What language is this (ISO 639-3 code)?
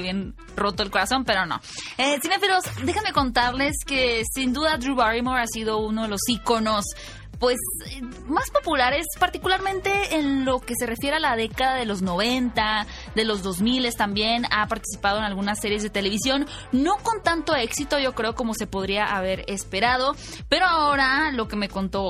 spa